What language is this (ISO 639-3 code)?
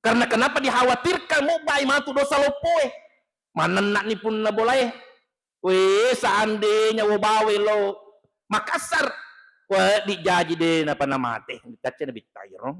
bug